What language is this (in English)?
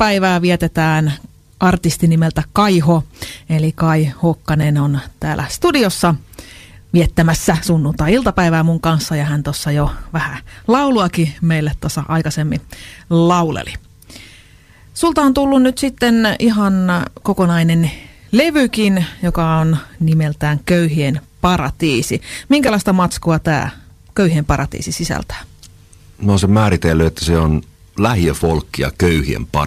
Finnish